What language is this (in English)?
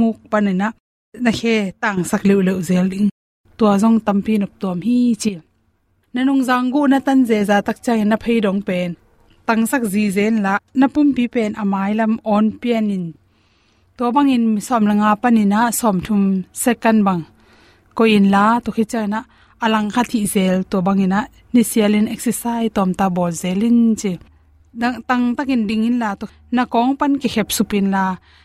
Tedim Chin